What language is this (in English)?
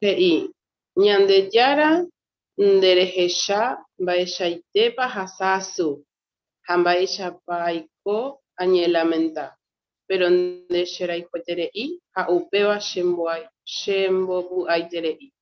Guarani